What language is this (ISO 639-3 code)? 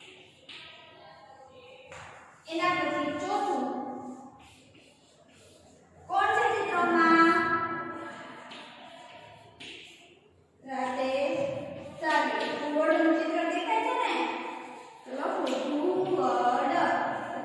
guj